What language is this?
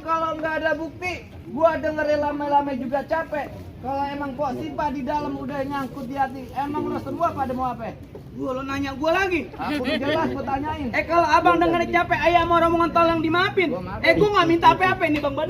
Betawi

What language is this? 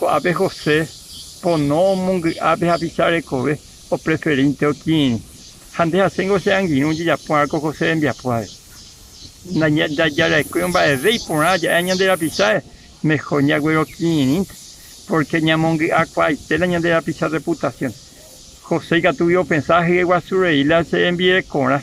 Guarani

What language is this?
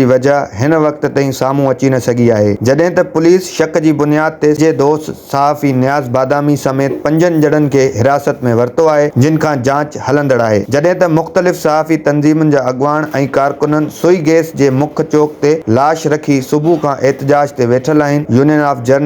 Sindhi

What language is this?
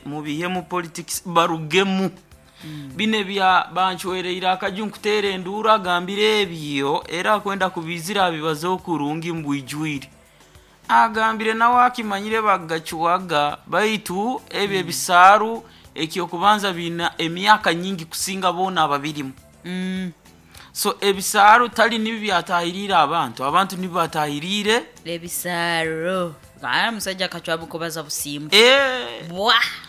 Nyoro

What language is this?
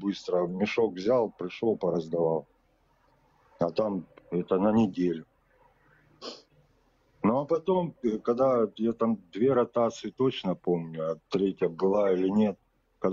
Russian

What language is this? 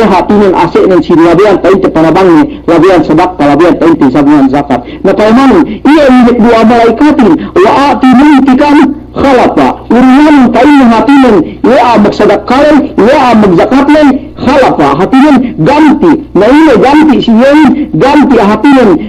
Yakan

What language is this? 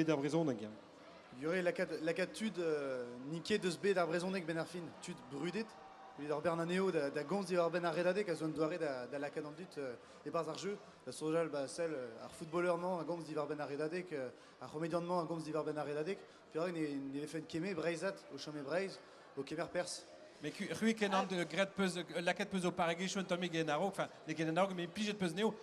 Breton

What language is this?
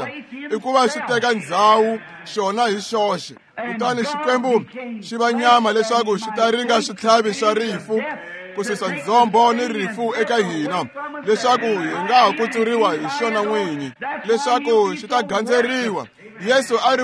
Tsonga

